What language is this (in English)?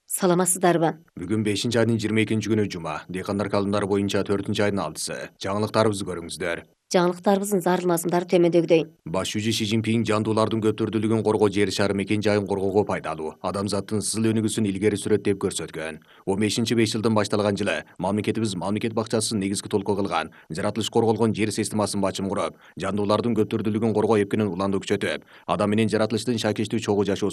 Kyrgyz